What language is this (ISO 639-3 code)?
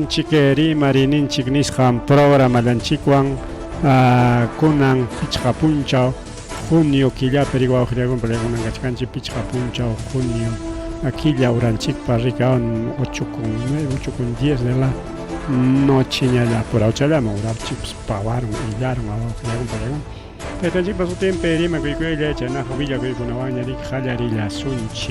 quy